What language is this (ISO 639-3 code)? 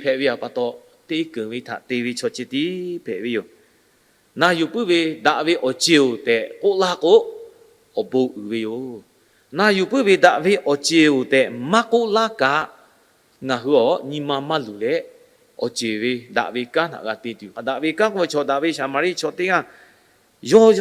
lhu